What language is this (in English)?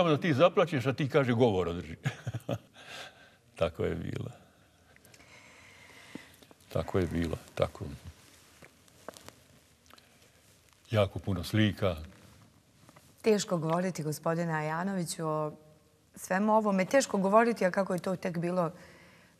Bosnian